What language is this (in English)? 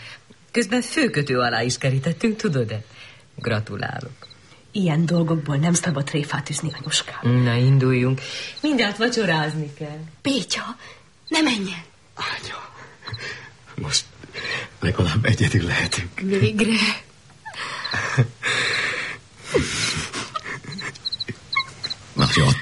Hungarian